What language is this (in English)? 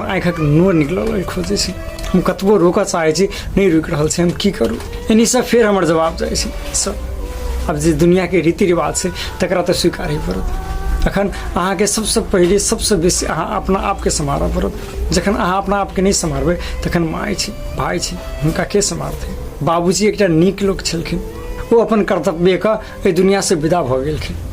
Maithili